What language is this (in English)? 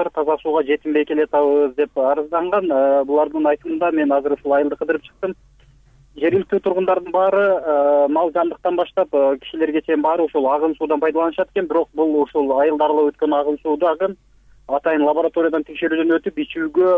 Kyrgyz